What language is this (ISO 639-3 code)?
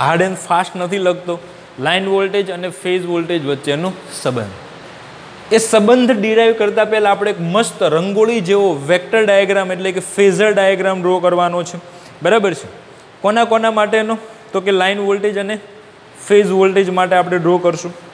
guj